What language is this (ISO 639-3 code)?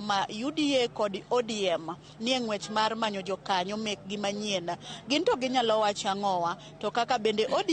luo